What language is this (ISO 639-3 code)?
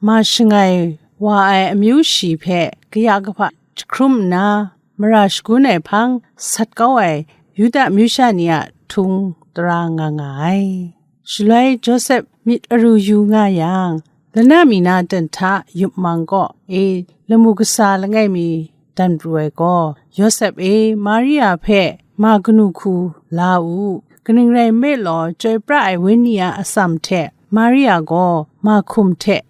kac